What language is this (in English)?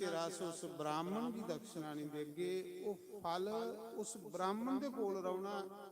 Dogri